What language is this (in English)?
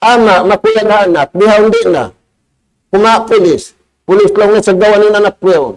Tausug